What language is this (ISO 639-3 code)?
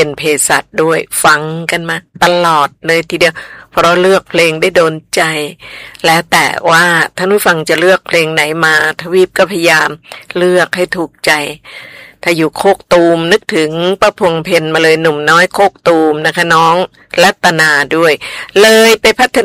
tha